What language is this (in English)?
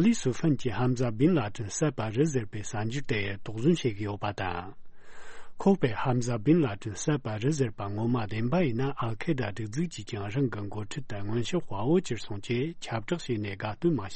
Tibetan